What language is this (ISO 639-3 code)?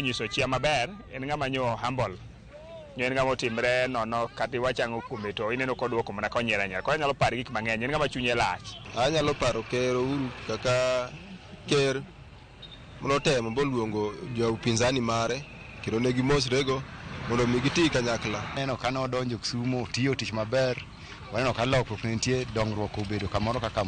luo